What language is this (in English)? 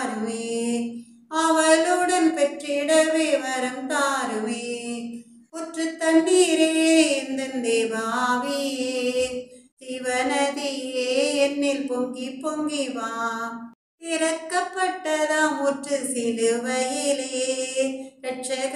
Tamil